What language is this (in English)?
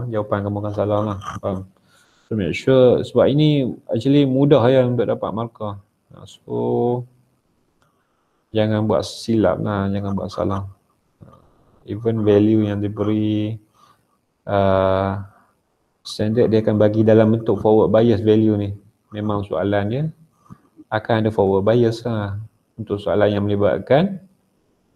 Malay